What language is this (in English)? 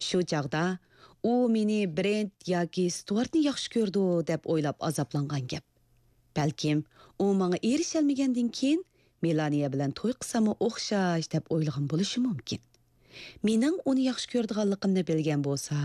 Uyghur